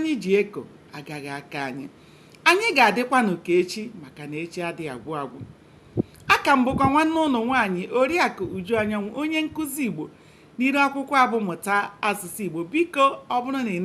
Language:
Igbo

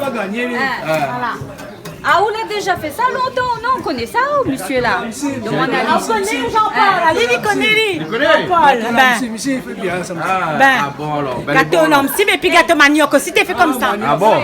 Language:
Réunion Creole French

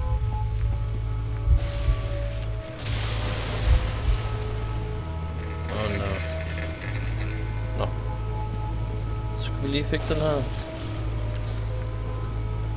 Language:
Danish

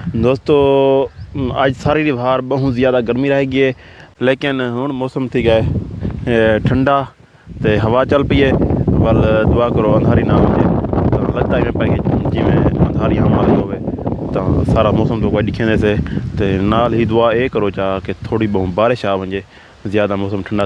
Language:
Saraiki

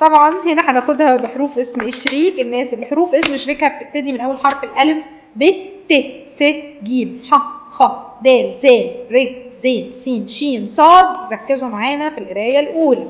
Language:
Egyptian Arabic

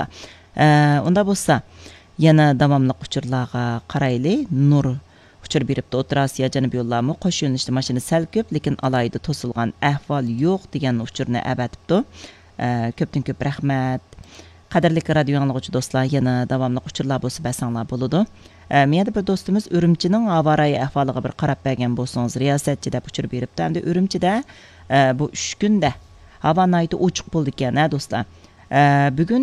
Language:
Uyghur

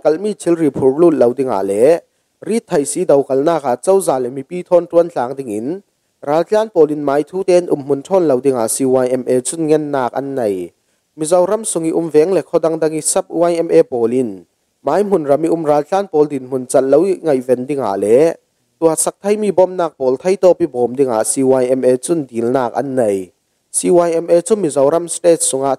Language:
Falam Chin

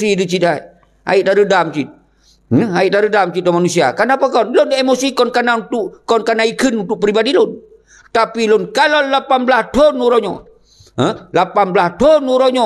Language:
Achinese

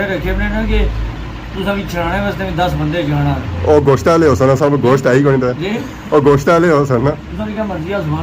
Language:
Pahari-Potwari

